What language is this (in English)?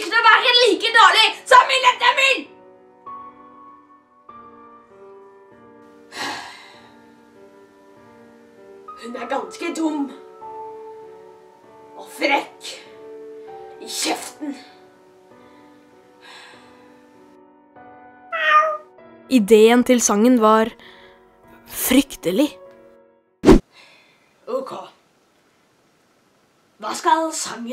Norwegian